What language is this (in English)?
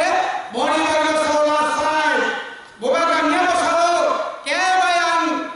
Kok Borok